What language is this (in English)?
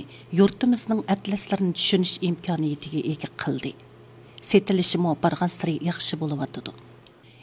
Uyghur